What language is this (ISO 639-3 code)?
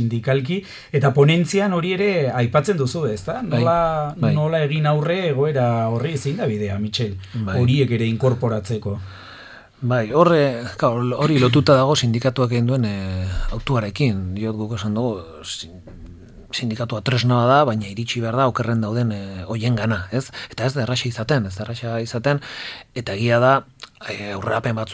eus